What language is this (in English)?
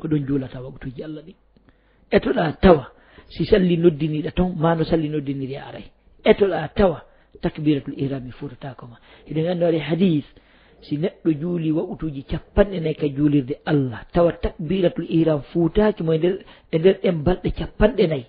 Fula